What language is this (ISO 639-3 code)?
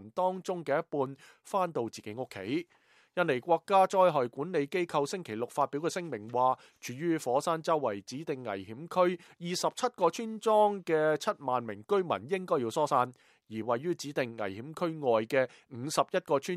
yue